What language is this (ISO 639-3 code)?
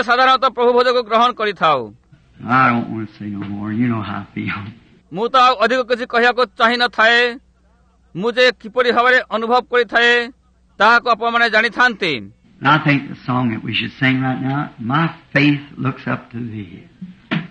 ori